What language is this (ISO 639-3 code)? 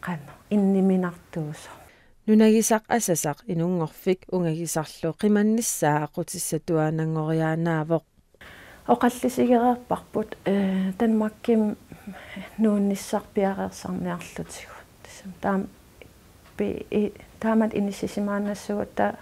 kal